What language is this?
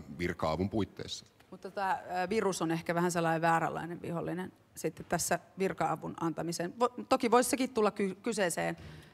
Finnish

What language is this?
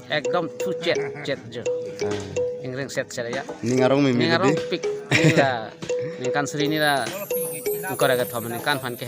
Karbi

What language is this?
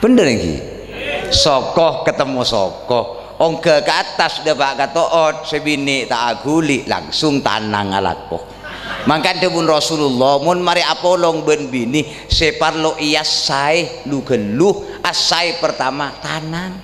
Madurese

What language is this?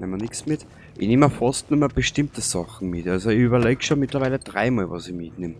Bavarian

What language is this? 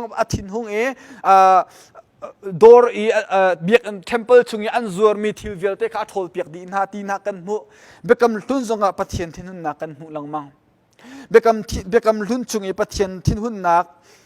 Hakha Chin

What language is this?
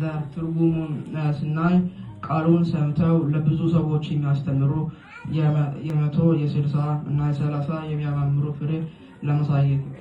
Amharic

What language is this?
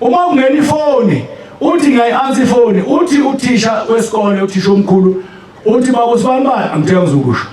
Zulu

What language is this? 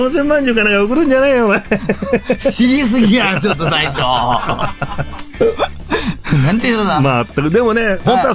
Japanese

